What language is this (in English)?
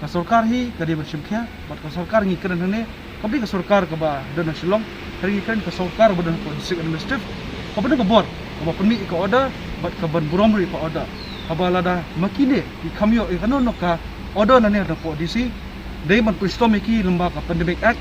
Khasi